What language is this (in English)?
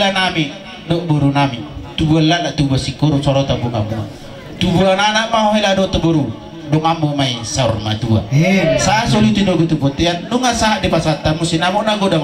Batak Toba